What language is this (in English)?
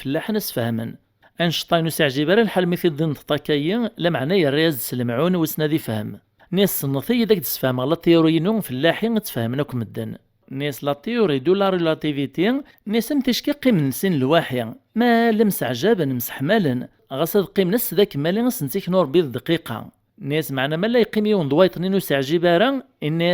Kabyle